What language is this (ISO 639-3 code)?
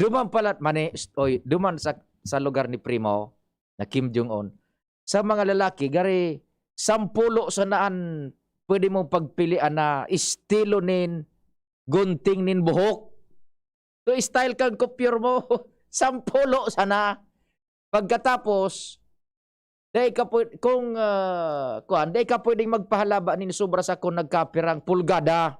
bik